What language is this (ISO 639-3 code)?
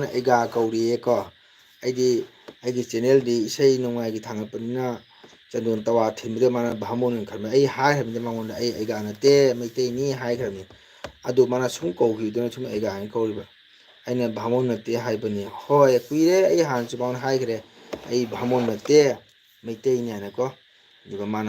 mni